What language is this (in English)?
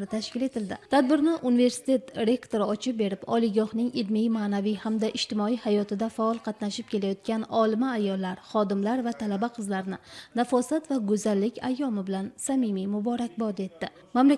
Uzbek